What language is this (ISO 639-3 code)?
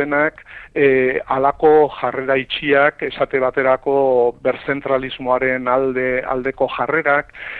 eus